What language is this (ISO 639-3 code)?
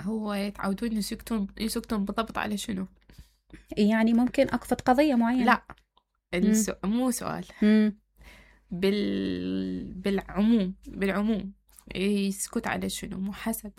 acm